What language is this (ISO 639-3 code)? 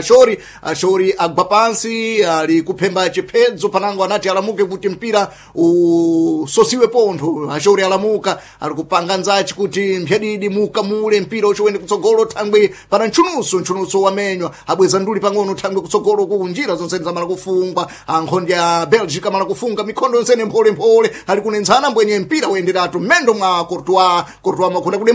seh